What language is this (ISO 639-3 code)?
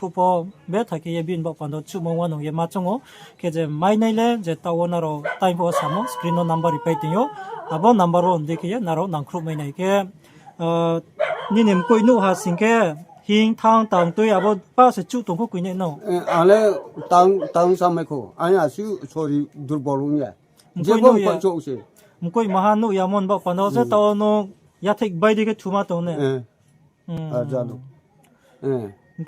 ria